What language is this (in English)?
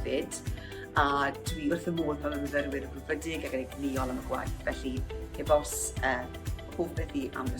Welsh